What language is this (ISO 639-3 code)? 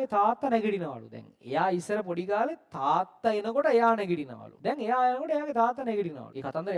sin